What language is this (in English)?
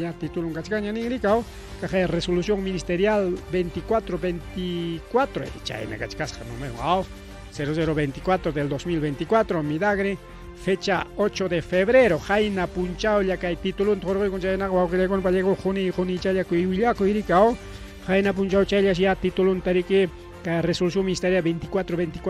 Ayacucho Quechua